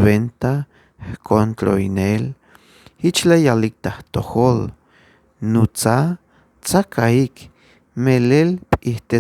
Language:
Tzeltal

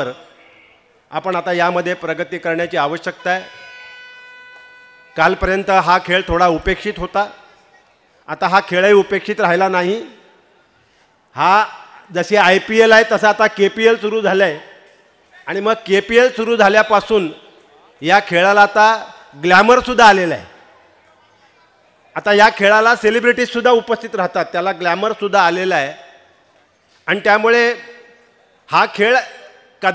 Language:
Marathi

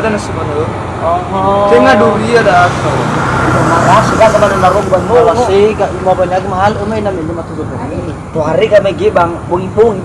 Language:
Nias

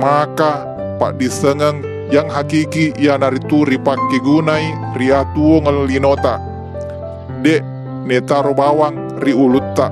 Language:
Buginese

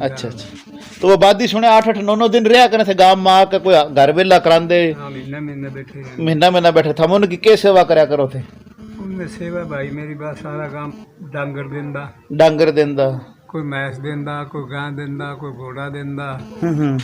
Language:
Haryanvi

